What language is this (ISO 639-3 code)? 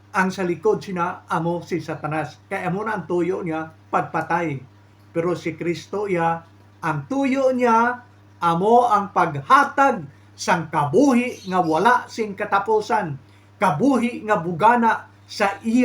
hil